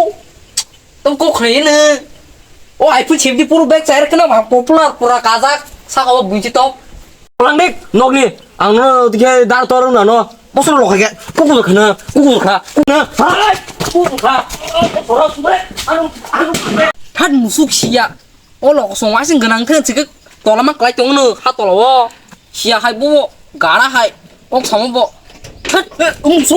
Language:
Kok Borok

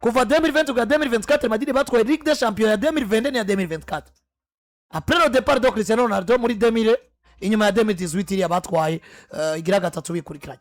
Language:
Rundi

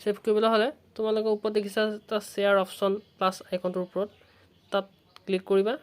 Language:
Assamese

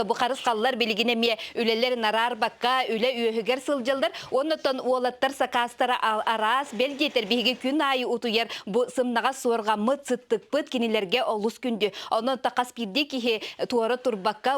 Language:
Yakut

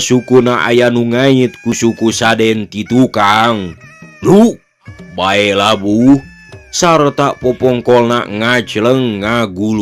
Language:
Sundanese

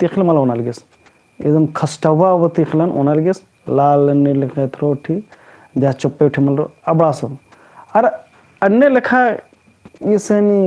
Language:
Kurukh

